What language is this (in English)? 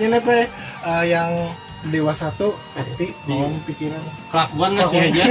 Banjar